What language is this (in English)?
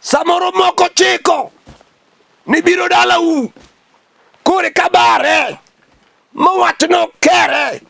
Luo (Kenya and Tanzania)